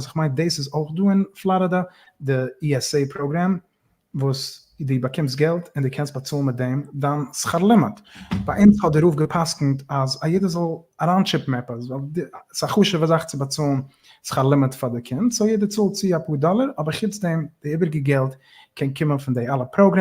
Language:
Yiddish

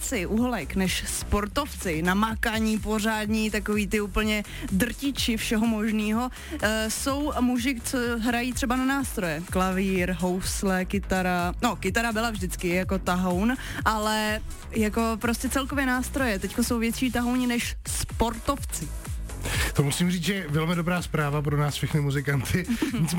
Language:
Czech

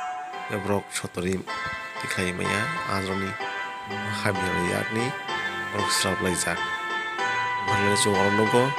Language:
Kok Borok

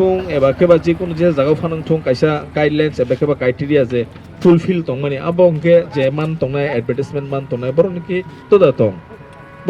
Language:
Kok Borok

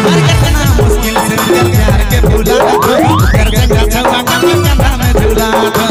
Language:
Sadri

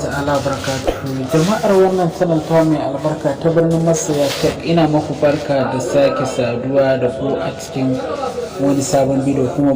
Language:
Hausa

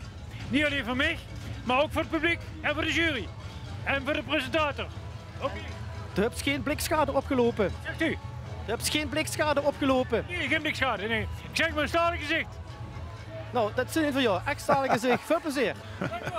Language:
Limburgish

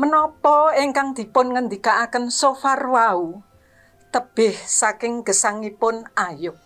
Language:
Javanese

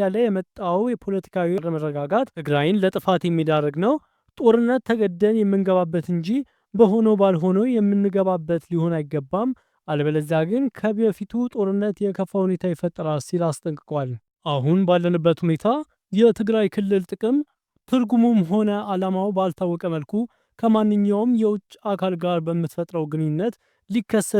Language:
Amharic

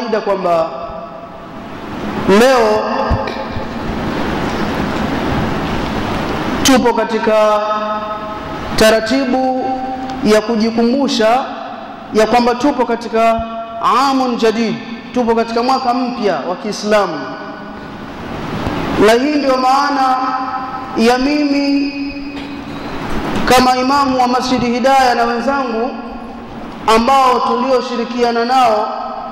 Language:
Swahili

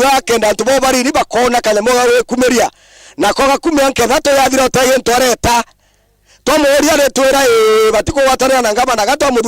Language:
Meru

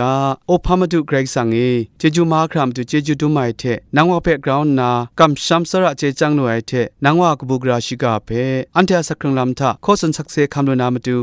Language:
Kachin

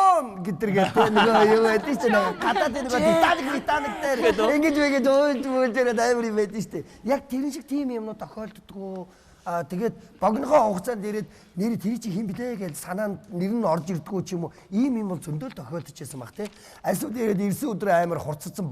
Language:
Mongolian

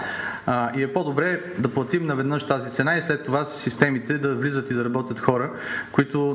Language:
Bulgarian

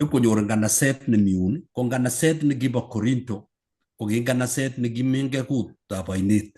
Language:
Kalenjin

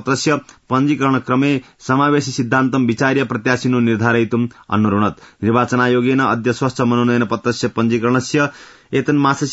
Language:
Sanskrit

